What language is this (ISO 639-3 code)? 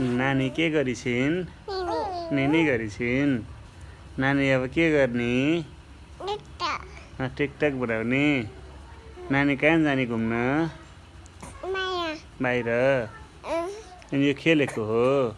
nep